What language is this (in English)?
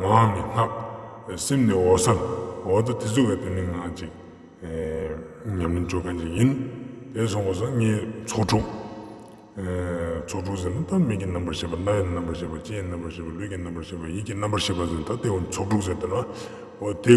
Ladakhi